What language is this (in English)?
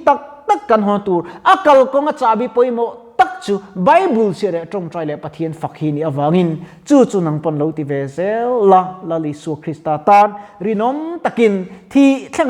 Mizo